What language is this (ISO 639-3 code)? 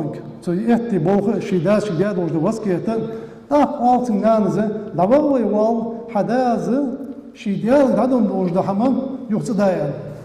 inh